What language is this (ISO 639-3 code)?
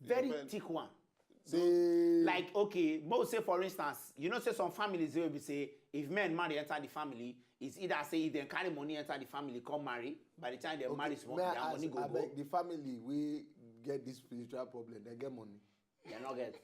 pcm